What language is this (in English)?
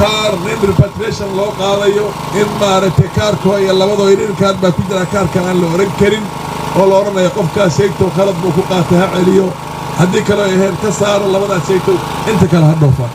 Somali